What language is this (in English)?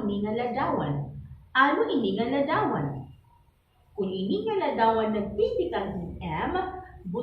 Waray